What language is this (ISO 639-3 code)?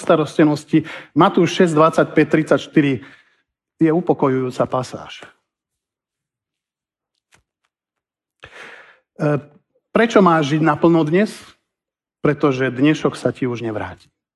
slk